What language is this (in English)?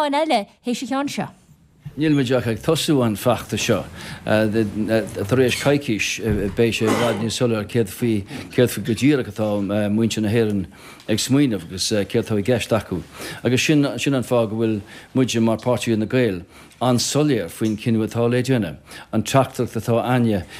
Irish